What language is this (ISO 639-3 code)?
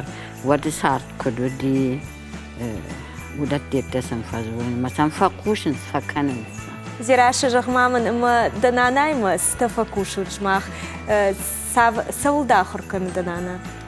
oss